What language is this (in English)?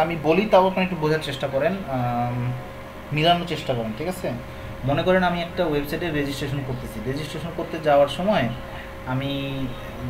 Bangla